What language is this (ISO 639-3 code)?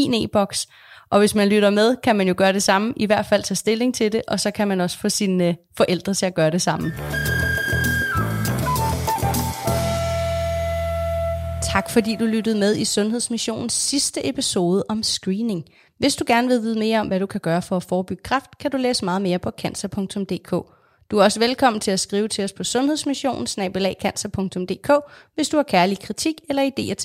dan